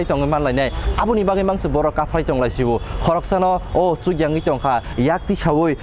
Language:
Kok Borok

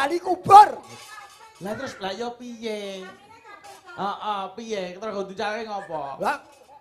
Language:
Javanese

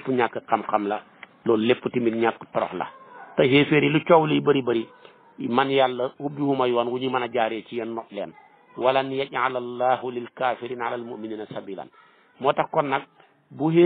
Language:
Wolof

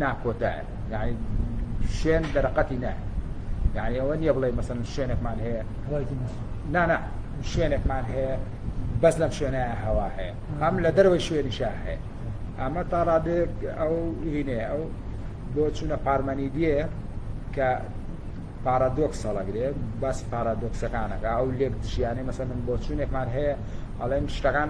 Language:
Central Kurdish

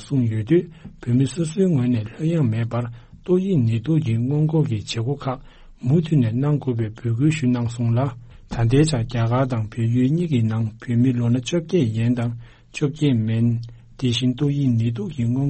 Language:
Tibetan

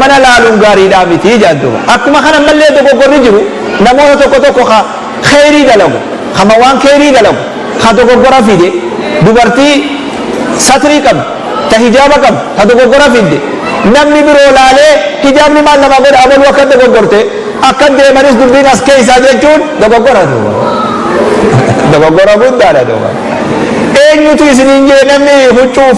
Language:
Oromo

